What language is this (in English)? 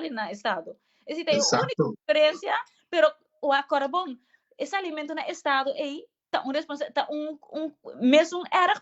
Papiamento